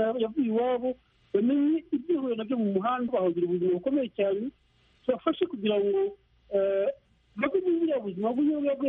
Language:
Kinyarwanda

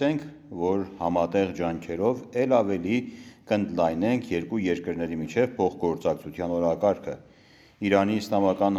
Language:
Armenian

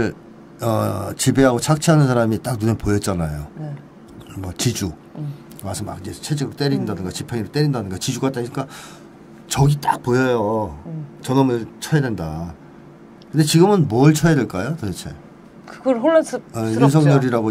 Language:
Korean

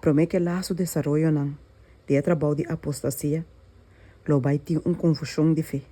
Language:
Papiamento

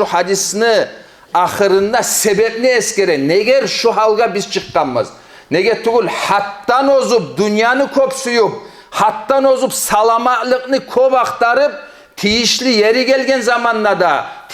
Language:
Kumyk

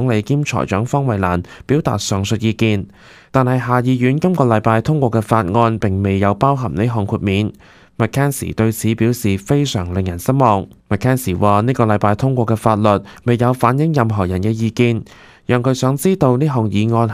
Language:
Cantonese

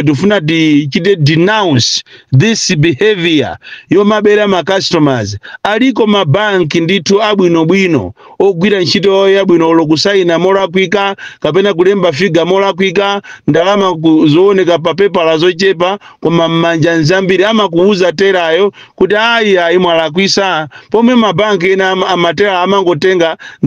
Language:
Nyanja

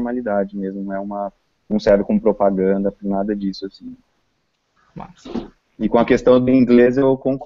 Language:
Portuguese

